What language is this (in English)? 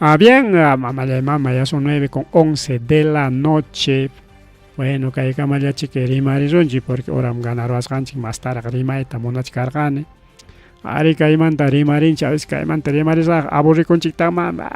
Ayacucho Quechua